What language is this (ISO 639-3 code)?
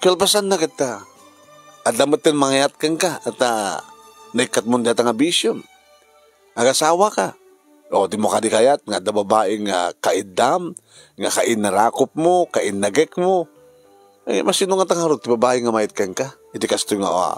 ilo